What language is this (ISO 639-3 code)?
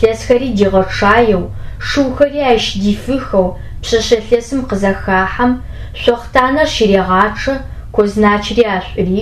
ady